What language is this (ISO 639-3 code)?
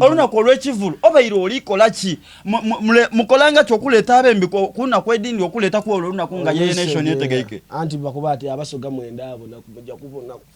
xog